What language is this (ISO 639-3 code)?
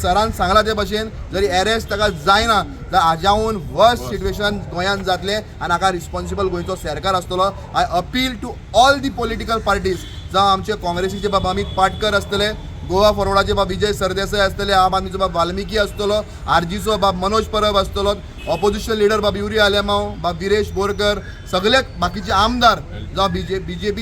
kok